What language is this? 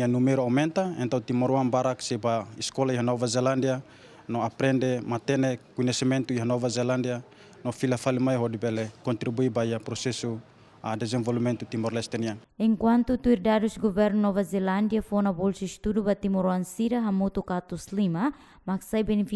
Tetum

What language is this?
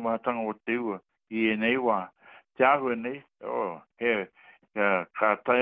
Māori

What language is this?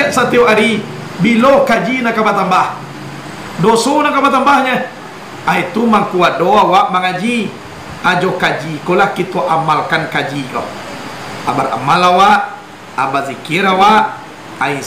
Minangkabau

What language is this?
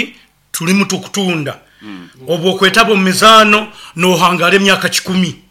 Nyoro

